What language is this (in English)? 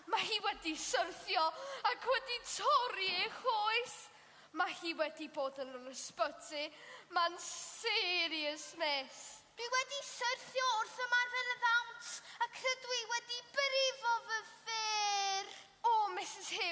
Welsh